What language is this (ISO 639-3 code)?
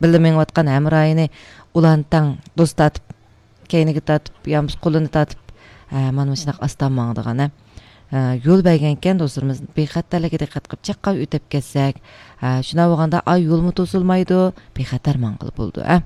uig